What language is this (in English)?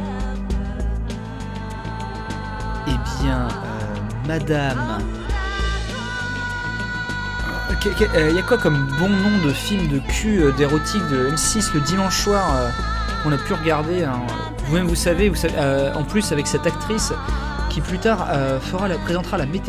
French